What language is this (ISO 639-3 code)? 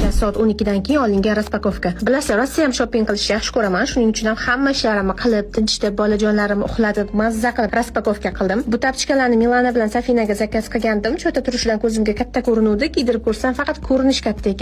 uzb